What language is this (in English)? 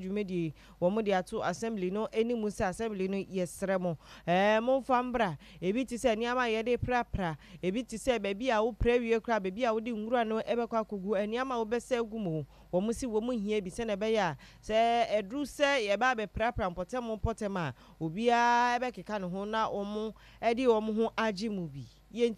Akan